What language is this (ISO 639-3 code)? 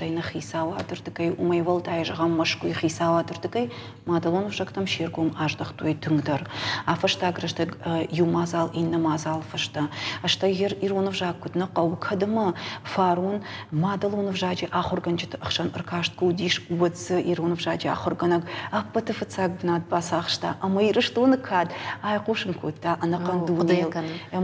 oss